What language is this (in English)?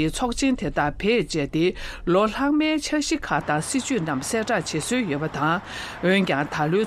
Tibetan